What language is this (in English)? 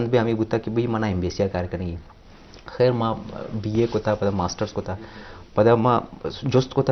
Eastern Balochi